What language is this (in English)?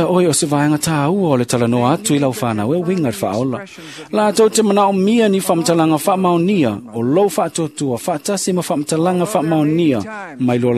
Samoan